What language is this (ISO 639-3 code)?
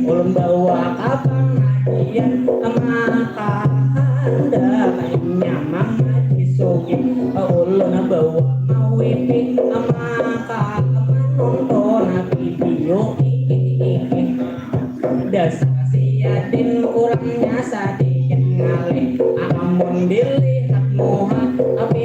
bjn